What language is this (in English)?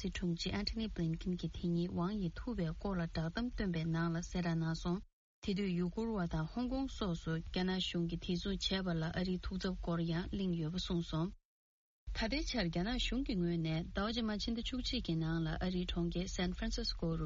Tibetan